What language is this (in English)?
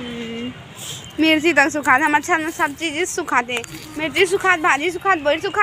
Chhattisgarhi